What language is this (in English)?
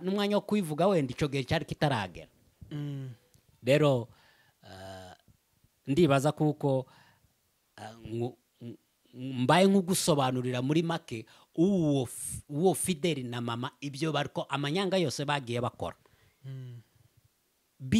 Rundi